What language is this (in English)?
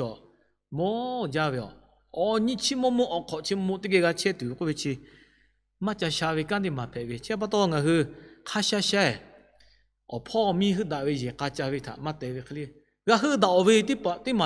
Lahu